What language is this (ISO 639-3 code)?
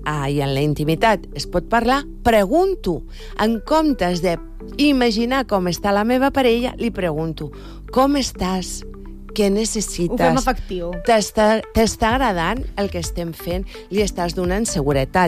cat